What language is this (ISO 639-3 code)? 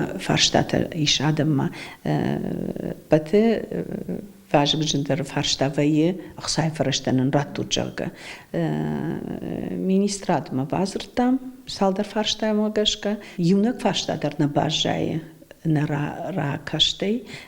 oss